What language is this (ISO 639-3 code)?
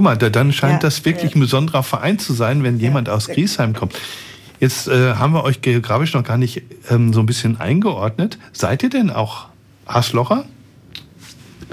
deu